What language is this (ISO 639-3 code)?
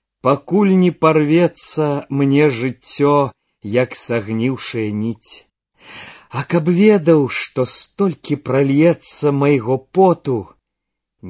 bel